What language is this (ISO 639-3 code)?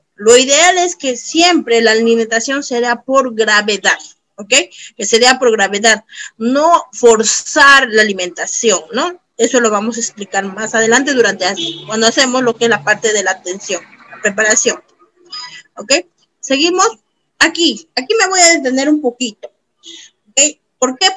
spa